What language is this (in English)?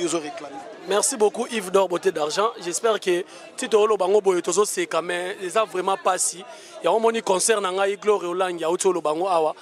Lingala